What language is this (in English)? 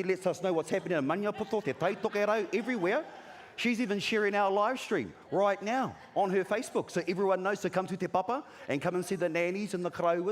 Māori